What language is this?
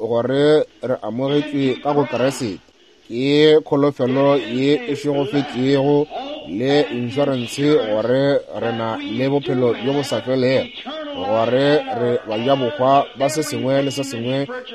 Northern Sotho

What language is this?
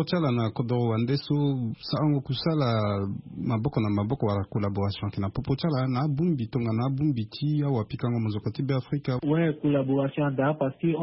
Sango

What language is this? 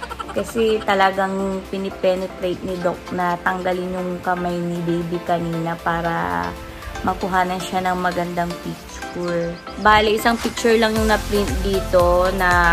Filipino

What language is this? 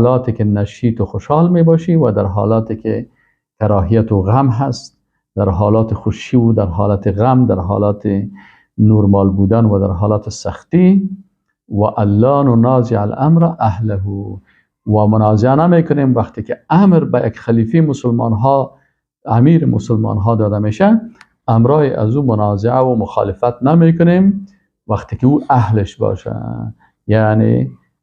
Persian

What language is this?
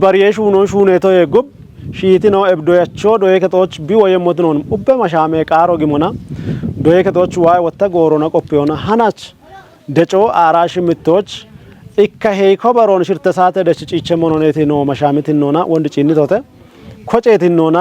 Kafa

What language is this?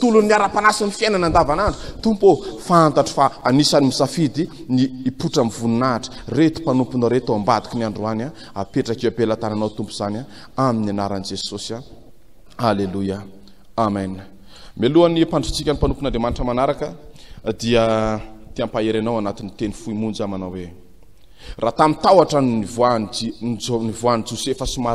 Malagasy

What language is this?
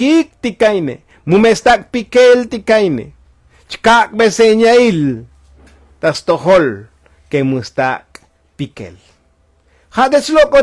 Tzotzil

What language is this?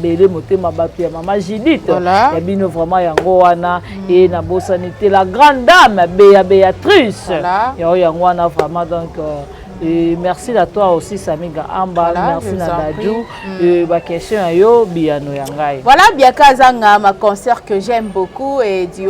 Lingala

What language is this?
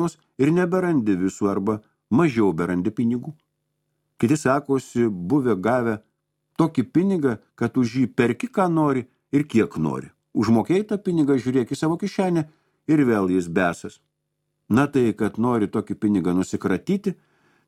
Lithuanian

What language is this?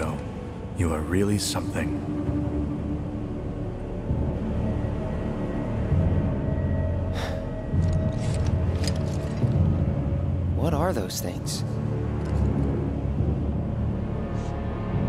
English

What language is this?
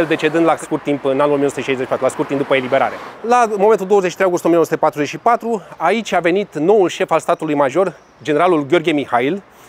Romanian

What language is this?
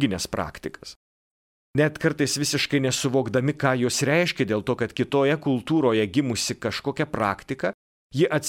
Lithuanian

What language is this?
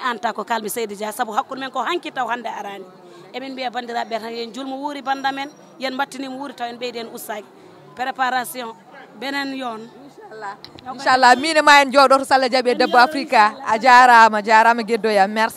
Fula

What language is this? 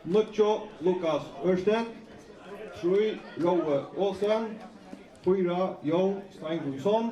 Faroese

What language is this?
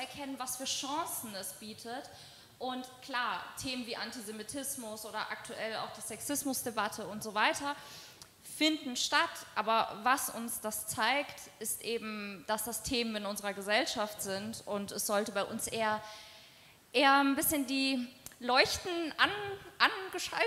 German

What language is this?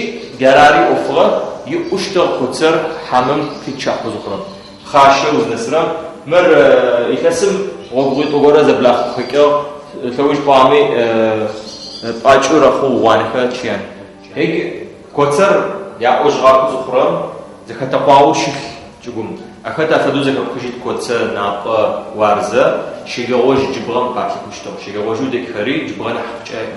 Adyghe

